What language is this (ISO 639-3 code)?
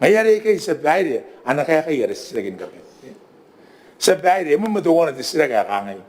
gil